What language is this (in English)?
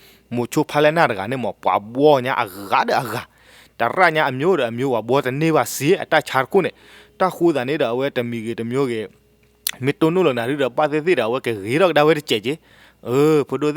S'gaw Karen